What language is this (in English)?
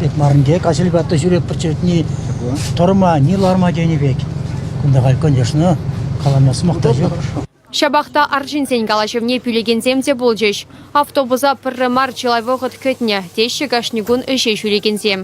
Chuvash